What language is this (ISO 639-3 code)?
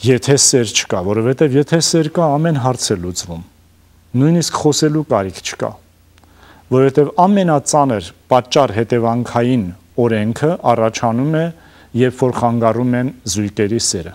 hye